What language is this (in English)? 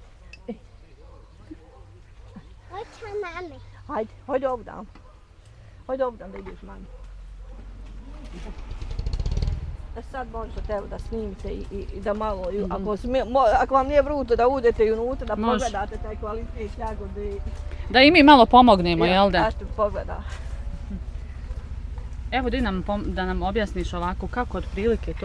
Bosnian